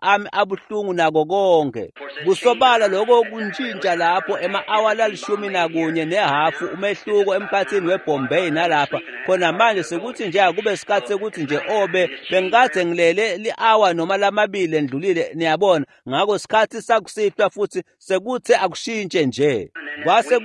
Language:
Swati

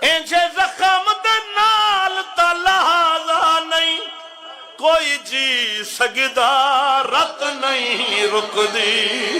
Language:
Saraiki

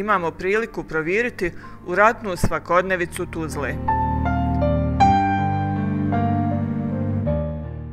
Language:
Bosnian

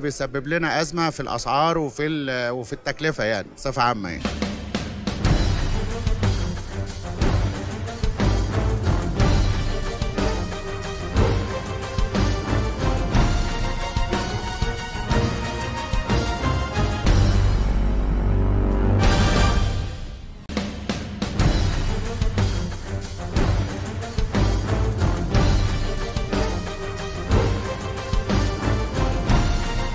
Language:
Egyptian Arabic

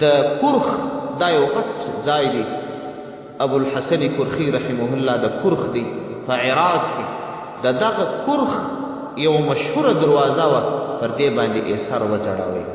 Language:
Pashto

